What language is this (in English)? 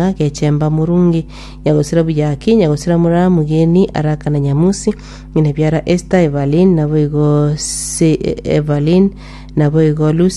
Gusii